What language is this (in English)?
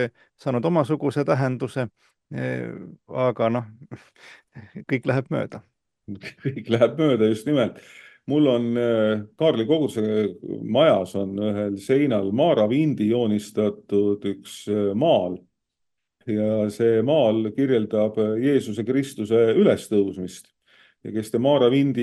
Estonian